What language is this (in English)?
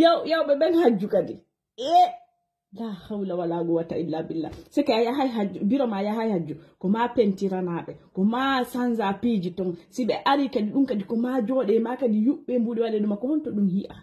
Fula